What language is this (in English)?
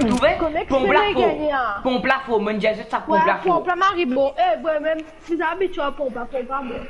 Morisyen